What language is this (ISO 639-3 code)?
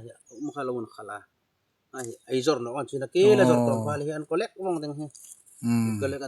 hmr